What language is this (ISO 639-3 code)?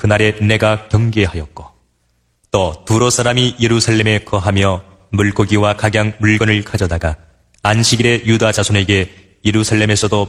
kor